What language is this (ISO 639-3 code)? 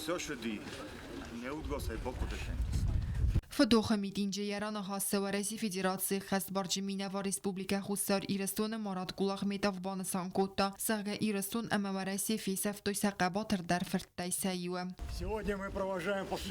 oss